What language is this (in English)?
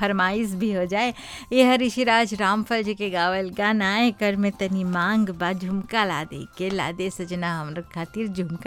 Bhojpuri